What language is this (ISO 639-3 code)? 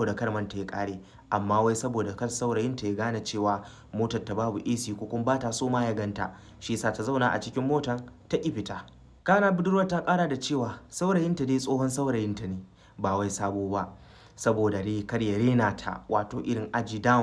hau